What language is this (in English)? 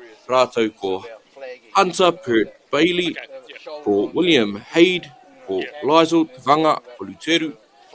Māori